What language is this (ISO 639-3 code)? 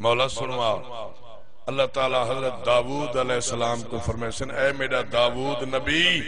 skr